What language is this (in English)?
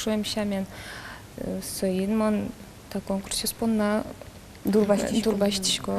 Udmurt